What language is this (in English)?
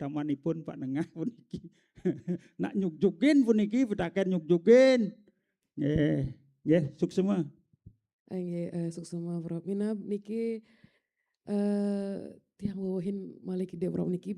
Balinese